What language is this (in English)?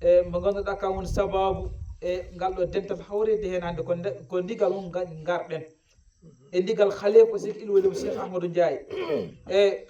Fula